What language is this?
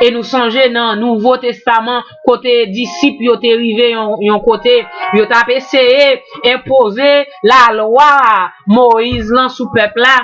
Haitian Creole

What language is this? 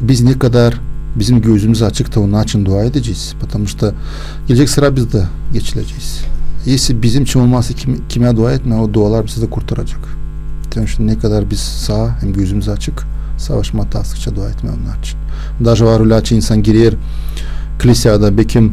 Gagauz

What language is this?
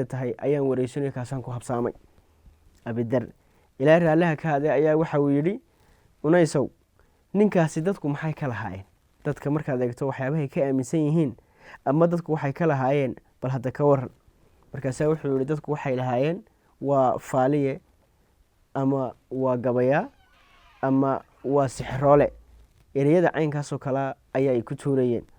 Somali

